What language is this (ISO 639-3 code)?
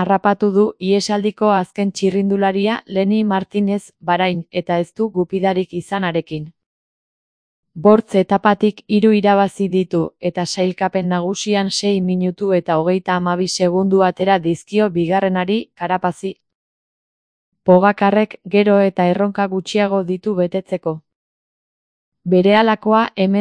eus